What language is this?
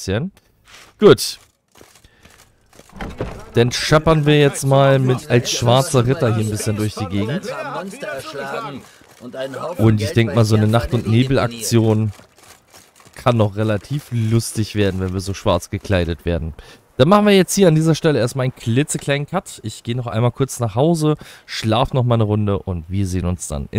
German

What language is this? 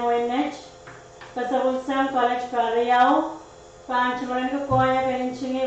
Pohnpeian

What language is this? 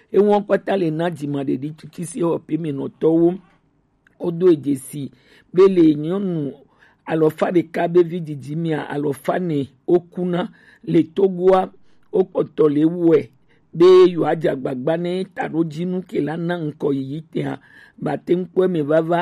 Gen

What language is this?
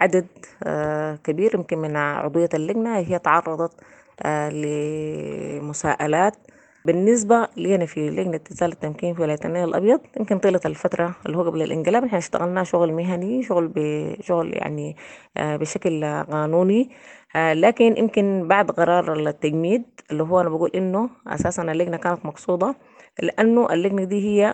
Sudanese Arabic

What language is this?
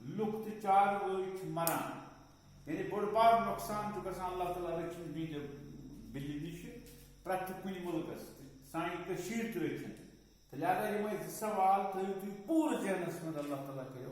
Kashmiri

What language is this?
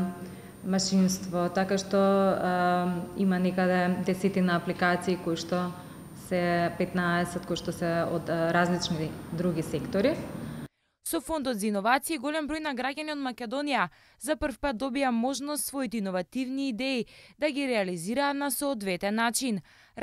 Macedonian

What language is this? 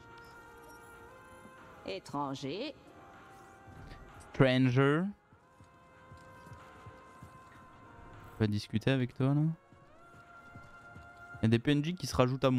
French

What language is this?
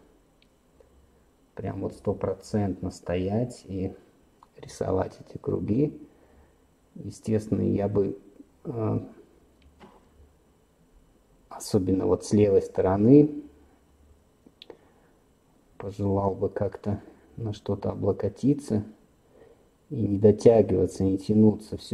Russian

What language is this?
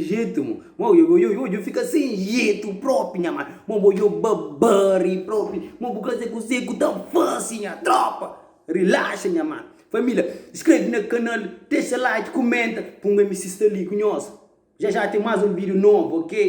Kabuverdianu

